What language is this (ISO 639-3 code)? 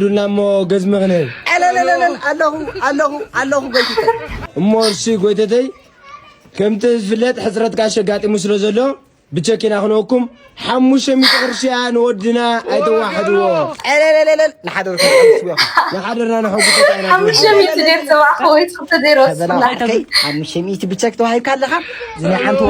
tir